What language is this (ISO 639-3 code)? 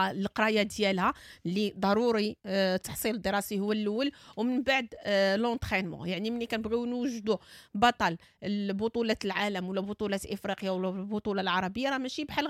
ary